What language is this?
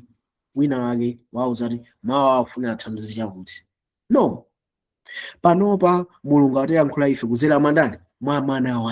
Nyanja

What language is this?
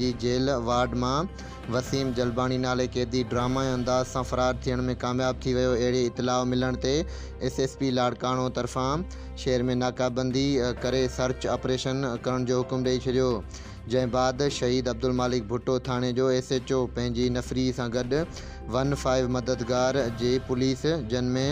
Sindhi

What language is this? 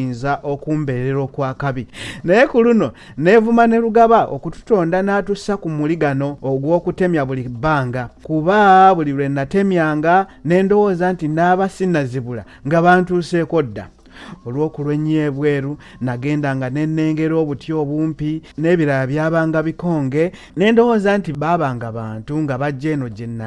Ganda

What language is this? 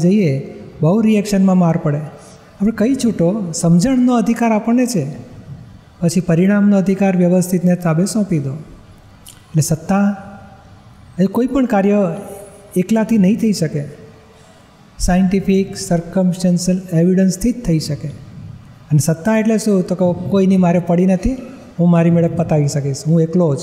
Gujarati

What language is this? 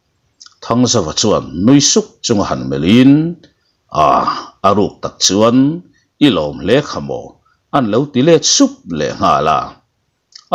Mizo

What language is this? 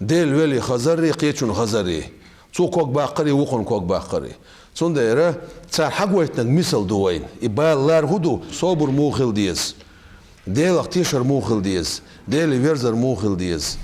Chechen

